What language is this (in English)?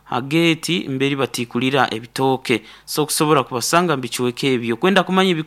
Nyoro